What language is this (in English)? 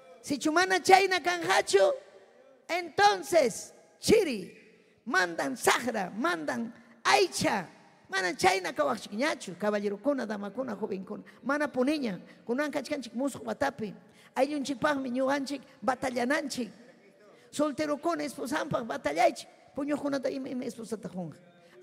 Ayacucho Quechua